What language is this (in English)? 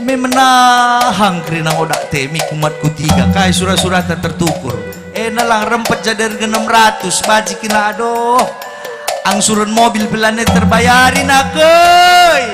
Batak Karo